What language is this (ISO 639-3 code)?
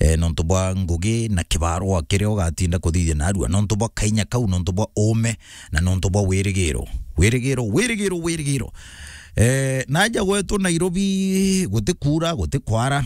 mer